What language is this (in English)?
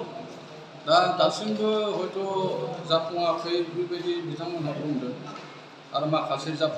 Bodo